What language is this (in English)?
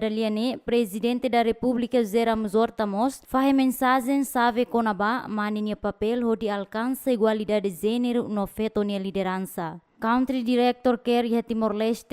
Tetum